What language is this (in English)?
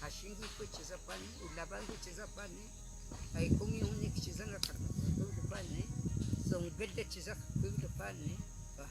Cogui